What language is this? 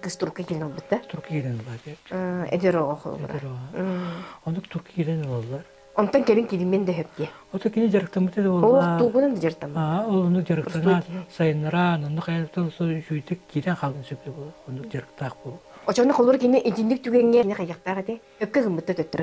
Yakut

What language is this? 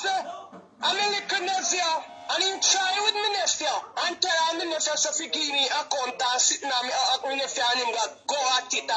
Jamaican Creole English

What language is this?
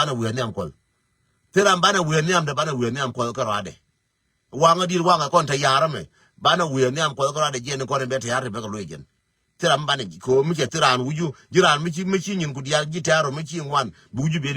Nuer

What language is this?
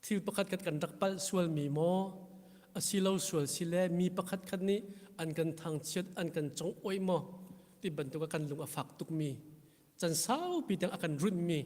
Hakha Chin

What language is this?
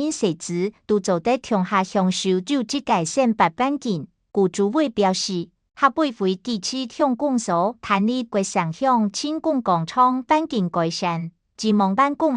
Hakka Chinese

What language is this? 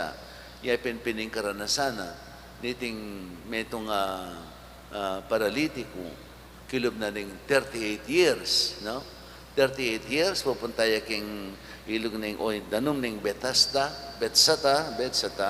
Pampanga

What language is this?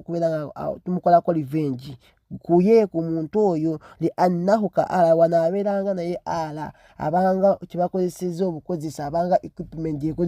Ganda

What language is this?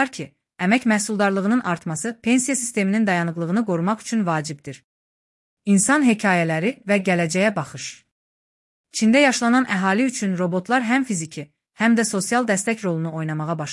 Azerbaijani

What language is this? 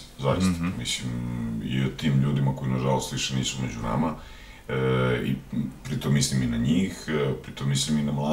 Serbian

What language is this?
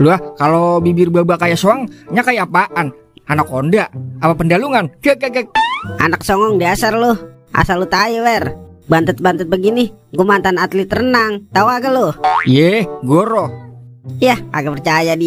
Betawi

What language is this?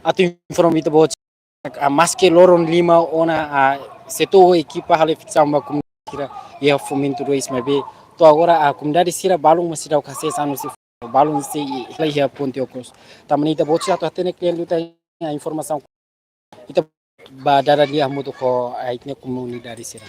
Tetum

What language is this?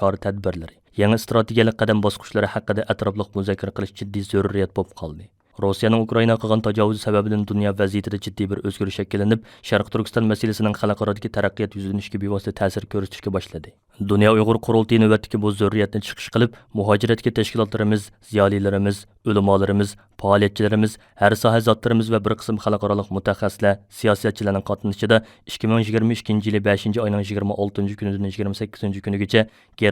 Uyghur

